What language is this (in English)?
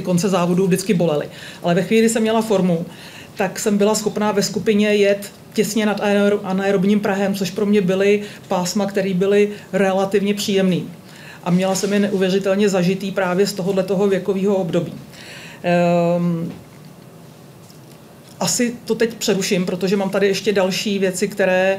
Czech